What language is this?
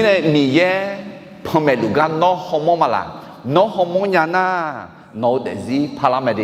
Akha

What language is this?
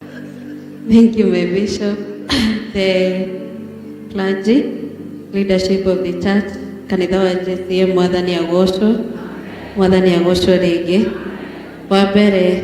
Kikuyu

